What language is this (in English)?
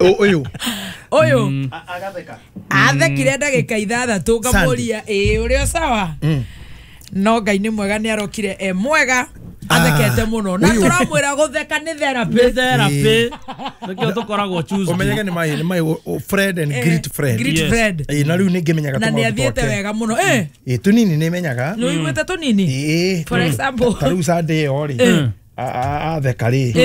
Kikuyu